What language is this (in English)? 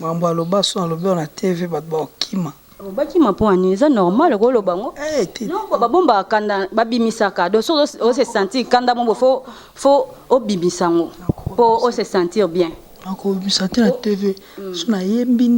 Lingala